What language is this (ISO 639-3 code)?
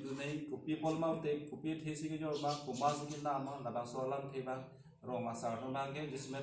mjw